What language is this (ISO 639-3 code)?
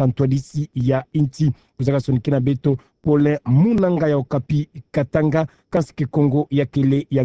ktu